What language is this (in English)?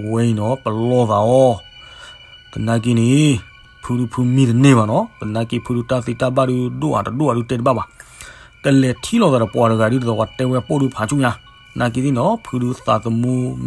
S'gaw Karen